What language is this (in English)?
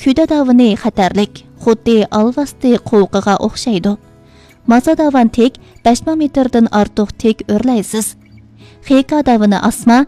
Uyghur